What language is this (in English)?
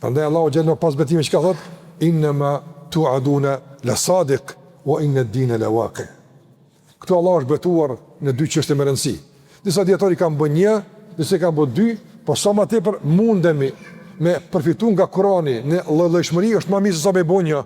Albanian